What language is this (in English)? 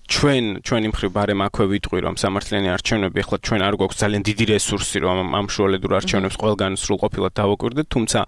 Georgian